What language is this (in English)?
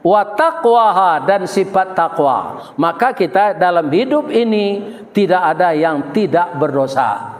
Minangkabau